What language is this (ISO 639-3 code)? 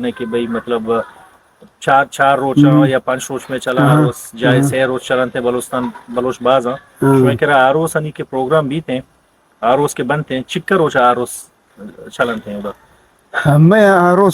bgp